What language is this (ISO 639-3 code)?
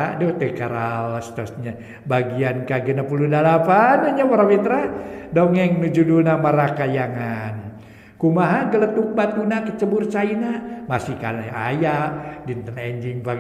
sun